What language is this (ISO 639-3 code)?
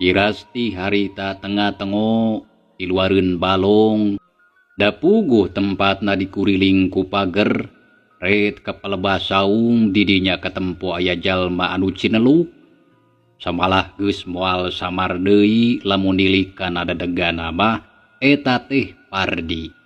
sun